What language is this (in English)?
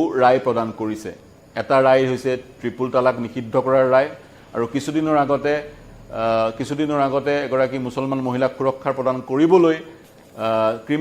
Assamese